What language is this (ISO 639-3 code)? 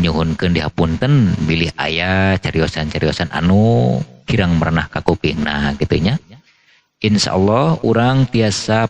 sun